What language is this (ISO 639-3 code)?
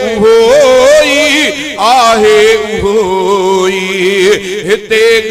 snd